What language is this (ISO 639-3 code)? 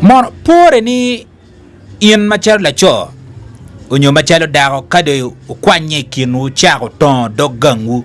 ach